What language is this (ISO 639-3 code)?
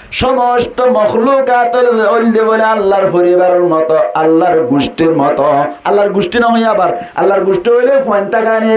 rhg